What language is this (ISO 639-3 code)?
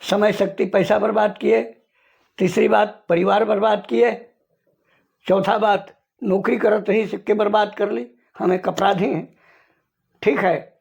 sck